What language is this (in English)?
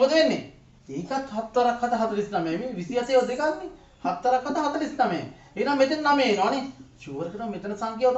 Sinhala